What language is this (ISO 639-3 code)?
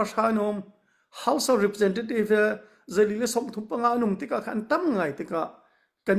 cnh